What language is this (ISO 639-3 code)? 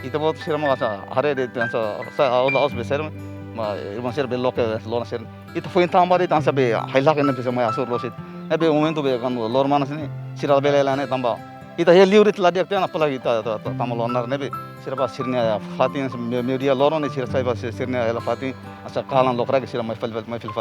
tet